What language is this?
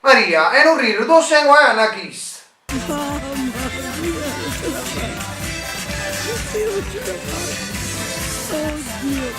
Neapolitan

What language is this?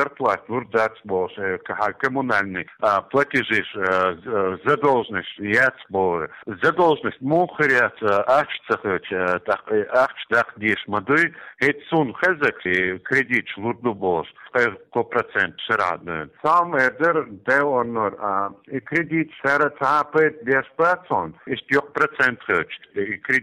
Chechen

